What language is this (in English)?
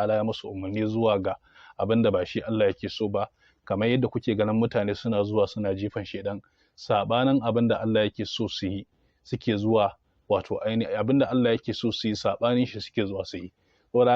Hausa